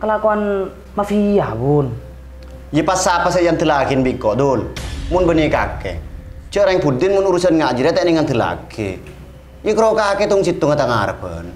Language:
Madurese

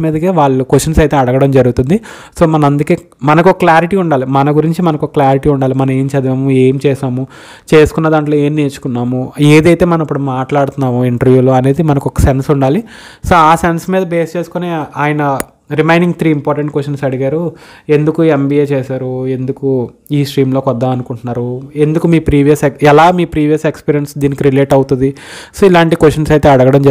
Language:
Telugu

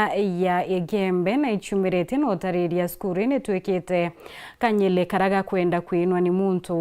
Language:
Meru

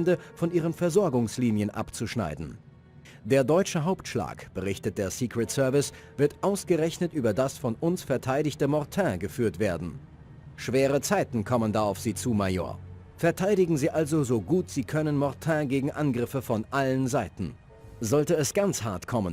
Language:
Bavarian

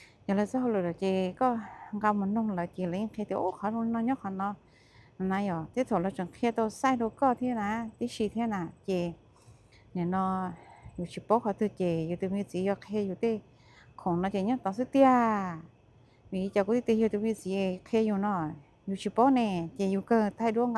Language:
Hmong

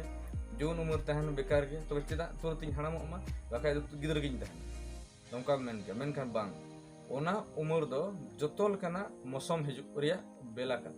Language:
Santali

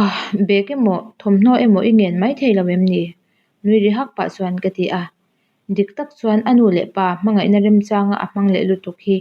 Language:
Mizo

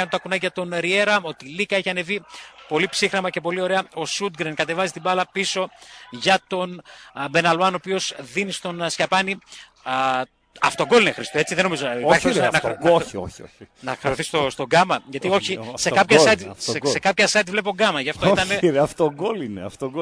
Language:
Greek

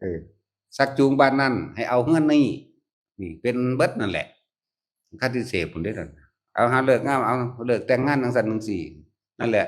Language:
Northeastern Thai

